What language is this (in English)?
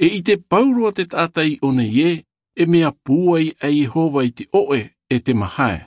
Tahitian